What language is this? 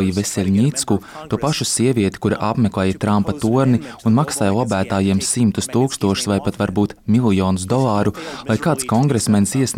Latvian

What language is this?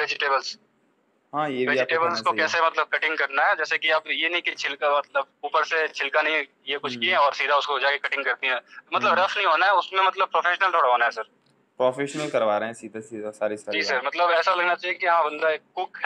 Hindi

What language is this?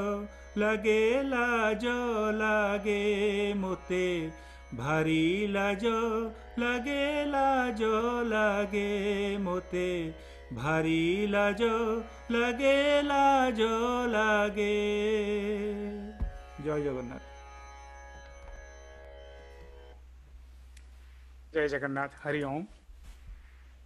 Odia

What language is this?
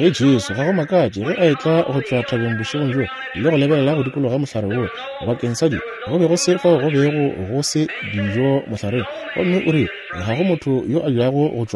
Northern Sotho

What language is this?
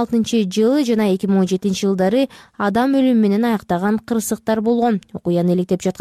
Kyrgyz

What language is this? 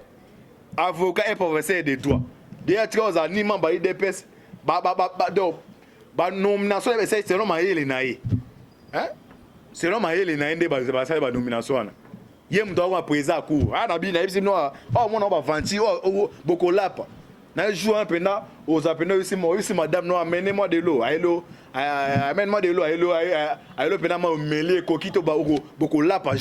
Lingala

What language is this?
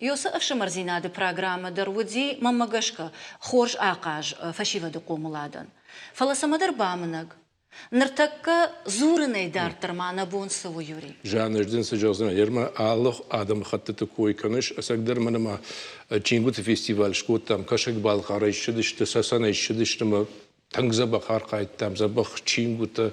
Ossetic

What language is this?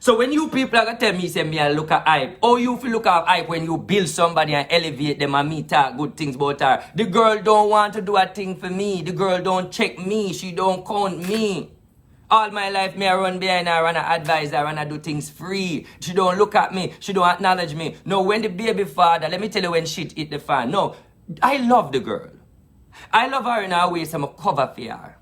Jamaican Creole English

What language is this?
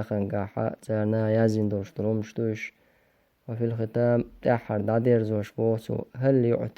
Chechen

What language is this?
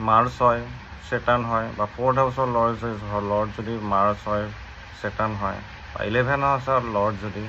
Assamese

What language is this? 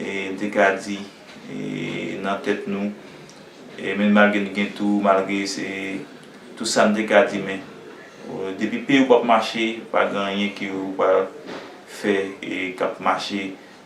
Haitian Creole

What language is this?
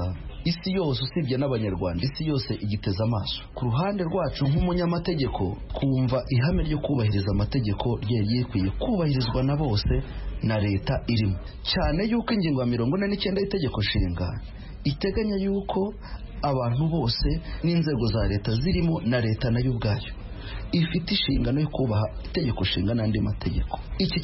Kinyarwanda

